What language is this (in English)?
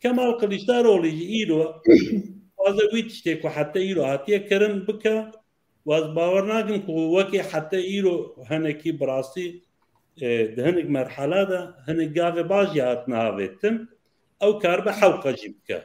Kurdish